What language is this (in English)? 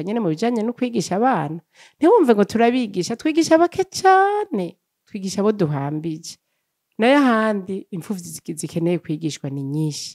Rundi